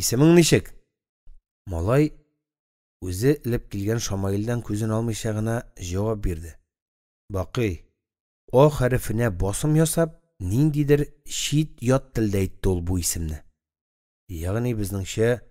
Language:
Tatar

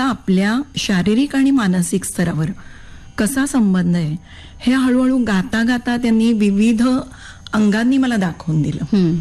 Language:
Marathi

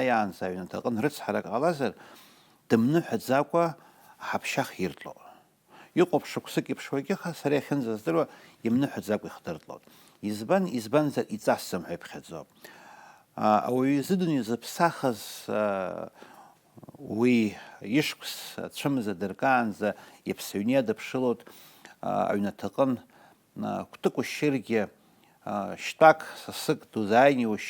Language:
Abkhazian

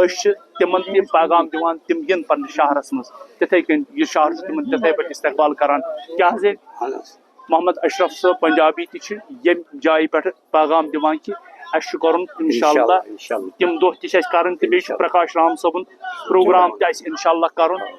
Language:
Kashmiri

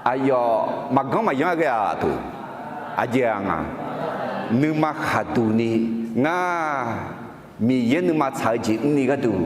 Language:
Akha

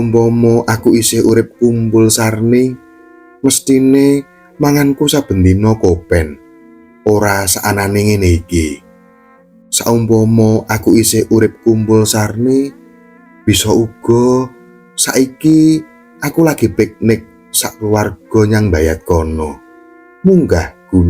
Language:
Javanese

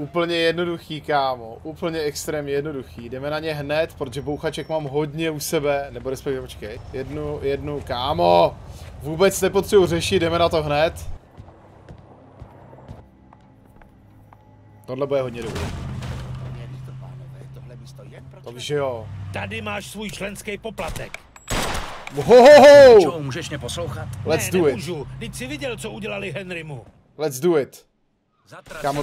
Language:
Czech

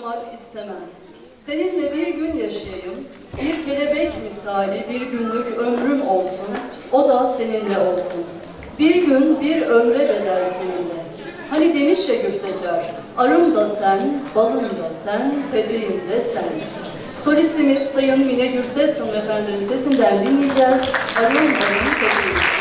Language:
Turkish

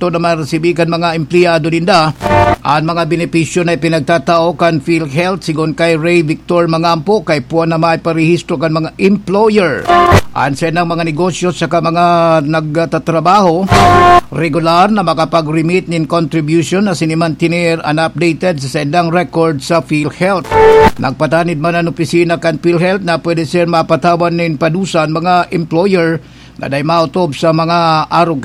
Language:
Bikol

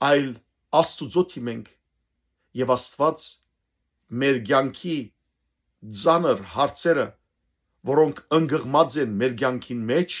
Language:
Western Armenian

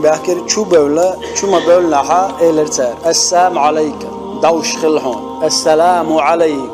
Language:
Chechen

